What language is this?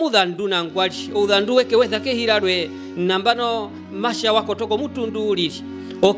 Herero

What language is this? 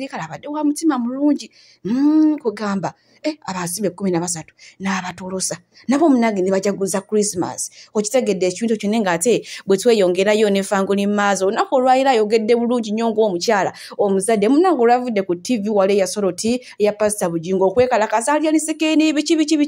Ganda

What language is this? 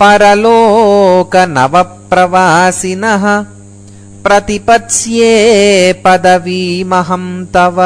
Sanskrit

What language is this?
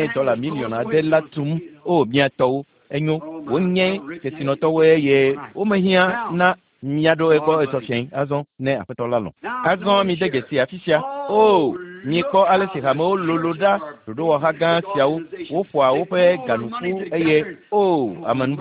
Ewe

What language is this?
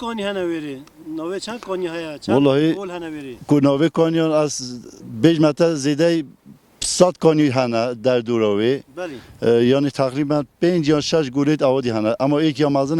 Kurdish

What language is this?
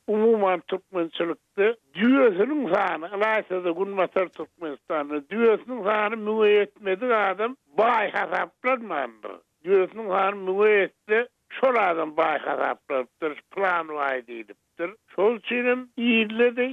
Turkmen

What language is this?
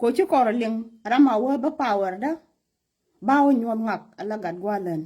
Nuer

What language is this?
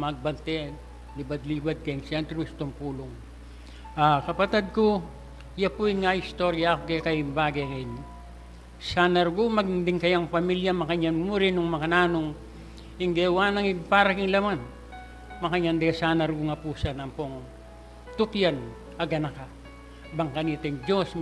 Pampanga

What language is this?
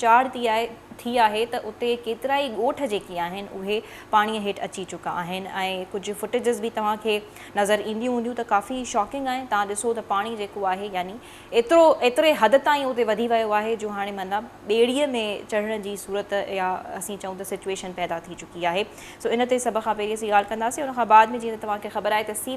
Sindhi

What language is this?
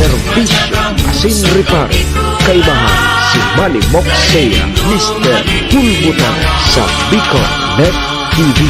Bikol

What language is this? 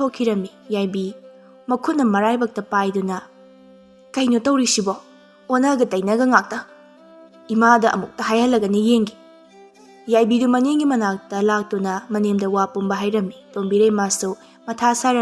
Manipuri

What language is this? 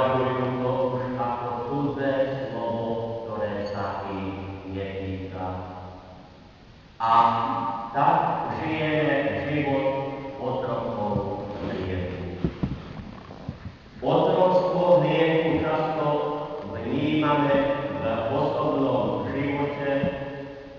Slovak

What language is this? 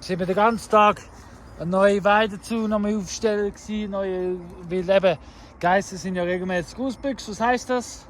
Swiss German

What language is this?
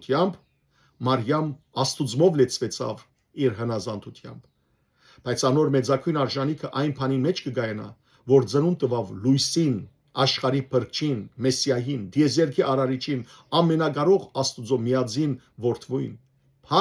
Western Armenian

